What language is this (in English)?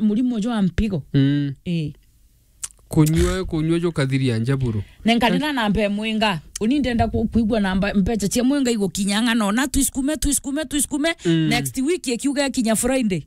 Meru